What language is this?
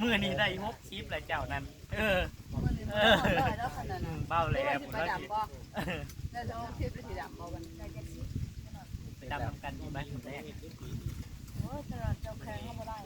Northeastern Thai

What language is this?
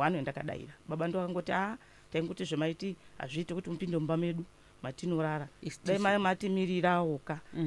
Shona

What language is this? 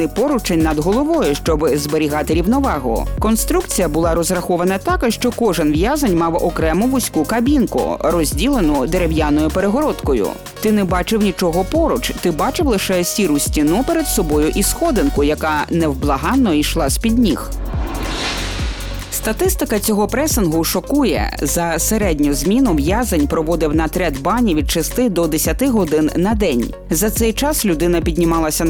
Ukrainian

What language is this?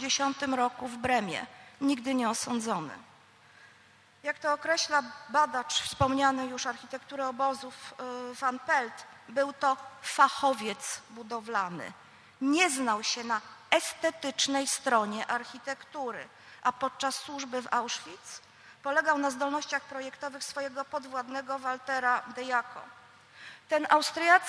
Polish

